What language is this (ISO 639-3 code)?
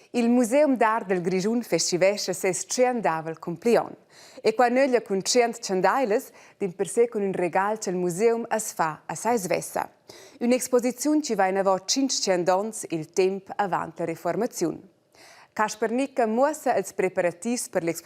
roh